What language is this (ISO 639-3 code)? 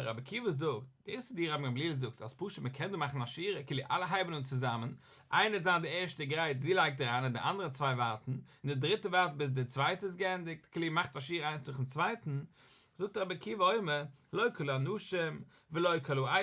yid